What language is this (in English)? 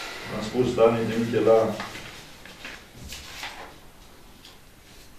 Romanian